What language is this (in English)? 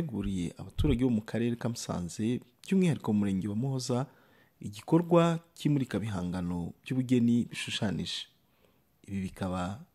Kinyarwanda